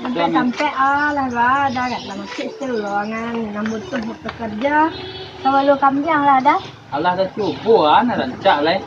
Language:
Minangkabau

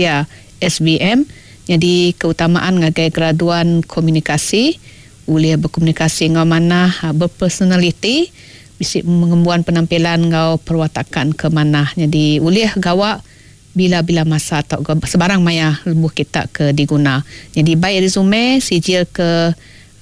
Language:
Iban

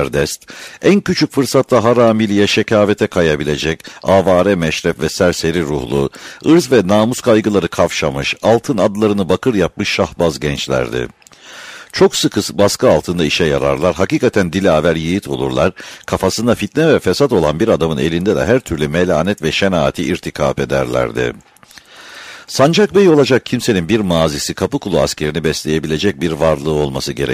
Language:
Turkish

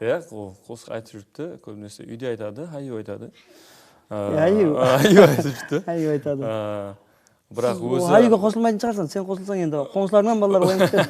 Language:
Kara-Kalpak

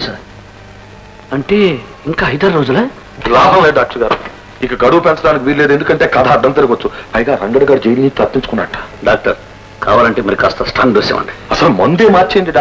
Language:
Telugu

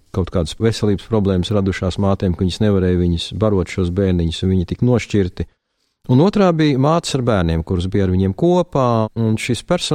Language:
Latvian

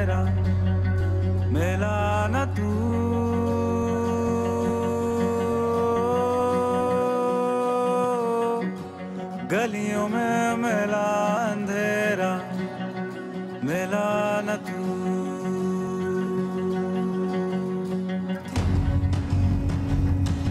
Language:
Hindi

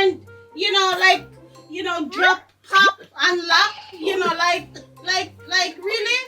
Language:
Jamaican Creole English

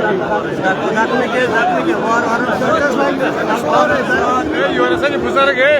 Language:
Kashmiri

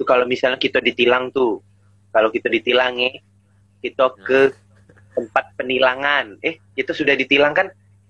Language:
Musi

